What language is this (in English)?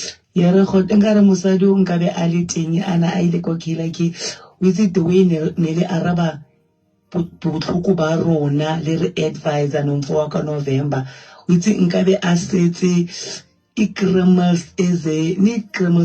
Southern Sotho